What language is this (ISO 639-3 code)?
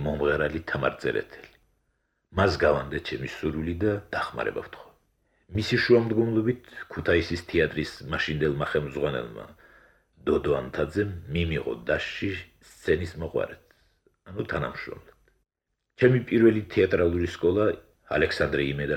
kat